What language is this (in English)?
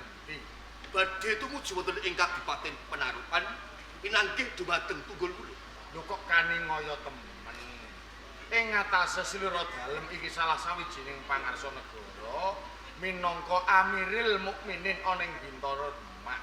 Javanese